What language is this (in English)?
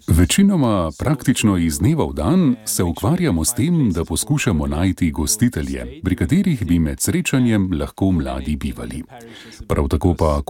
Slovenian